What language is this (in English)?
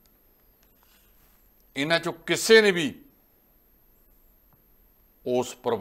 Punjabi